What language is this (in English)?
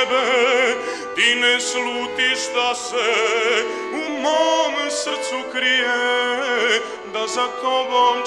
Serbian